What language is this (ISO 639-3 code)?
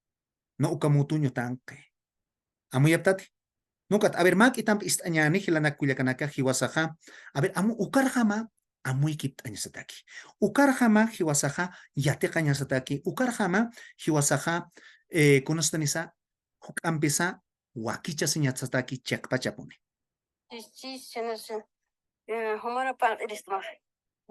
aym